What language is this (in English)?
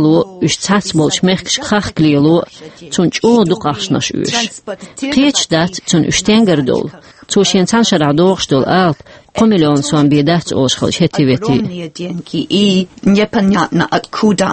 Chechen